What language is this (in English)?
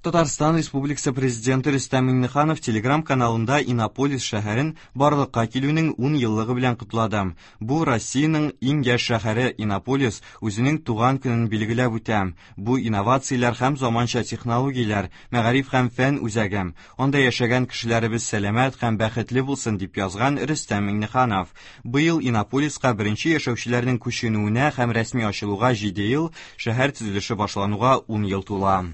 Tatar